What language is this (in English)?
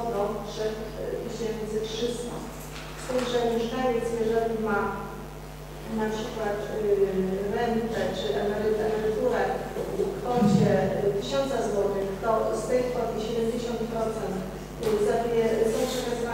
Polish